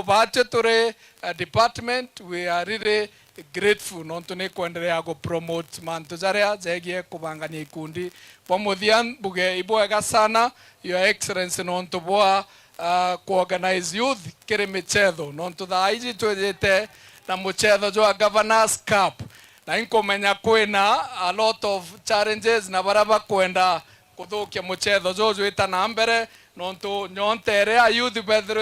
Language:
Meru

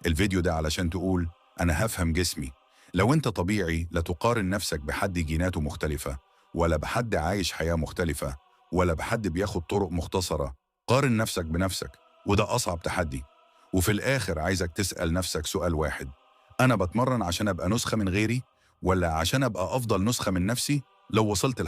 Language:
Egyptian Arabic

